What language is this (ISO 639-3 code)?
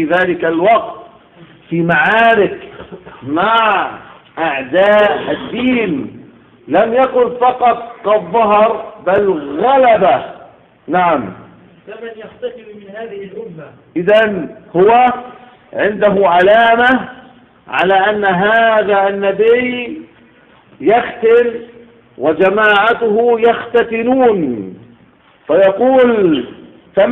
ara